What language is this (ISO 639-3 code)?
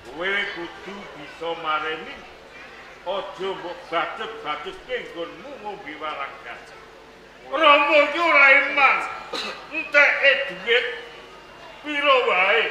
jav